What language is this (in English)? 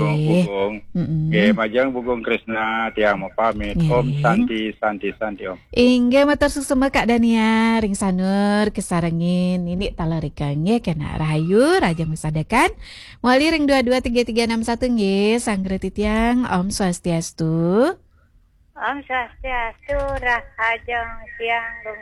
Balinese